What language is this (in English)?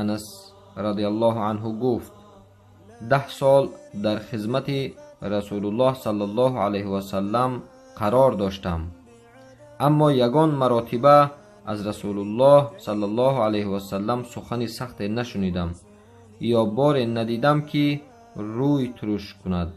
Tajik